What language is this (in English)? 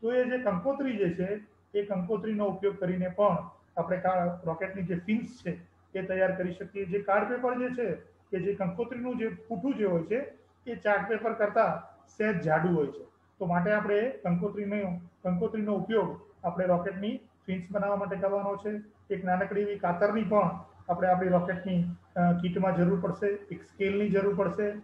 Gujarati